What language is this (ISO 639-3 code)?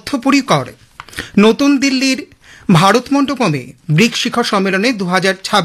ben